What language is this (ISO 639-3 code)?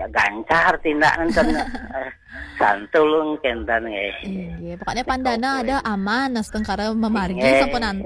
ban